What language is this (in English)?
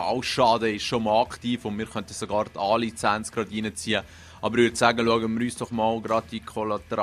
Swiss German